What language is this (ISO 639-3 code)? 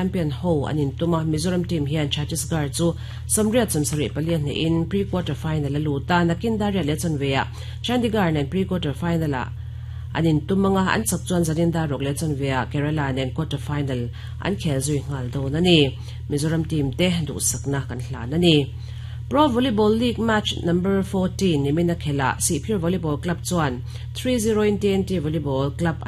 lus